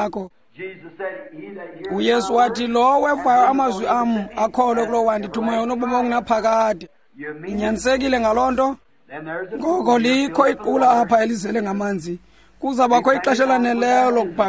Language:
Xhosa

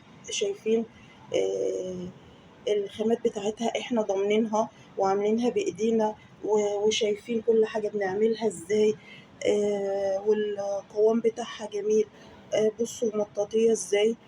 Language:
Egyptian Arabic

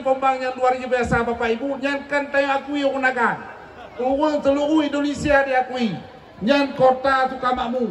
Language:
Achinese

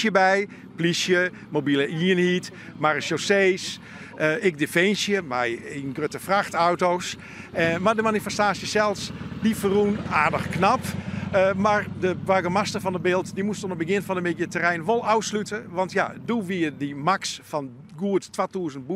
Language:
Western Frisian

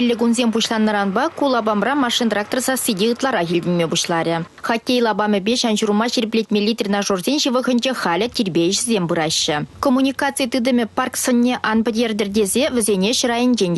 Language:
Chuvash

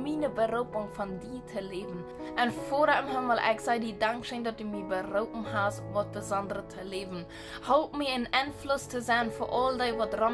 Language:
Plautdietsch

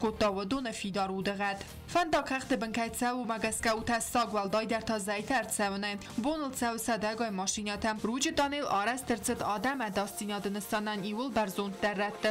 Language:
Ossetic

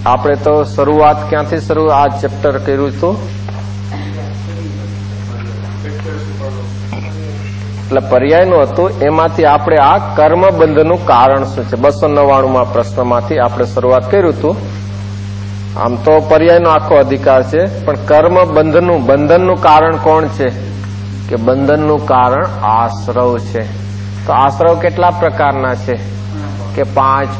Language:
Gujarati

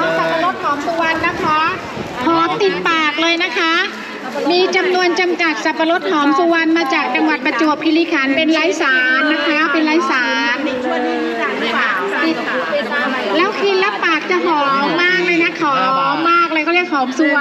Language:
Thai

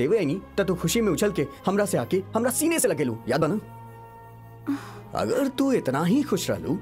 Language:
Bhojpuri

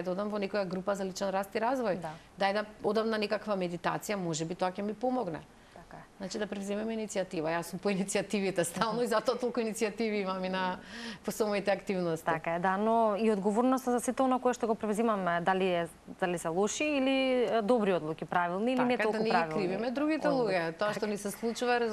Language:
Macedonian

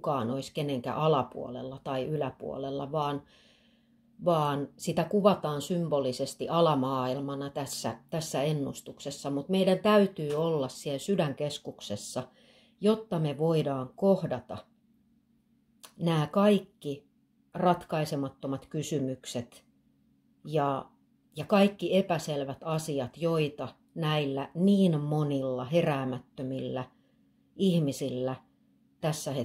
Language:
Finnish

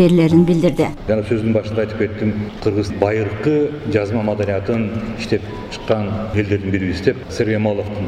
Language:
Kyrgyz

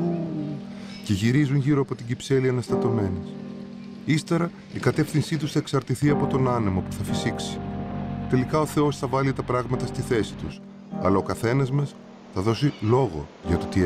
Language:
Greek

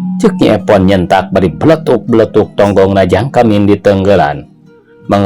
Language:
Sundanese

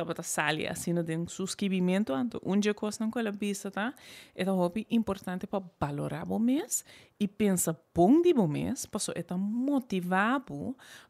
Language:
Papiamento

